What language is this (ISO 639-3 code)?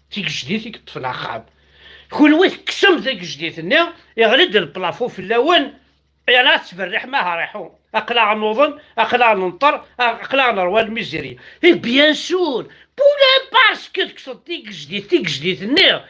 kab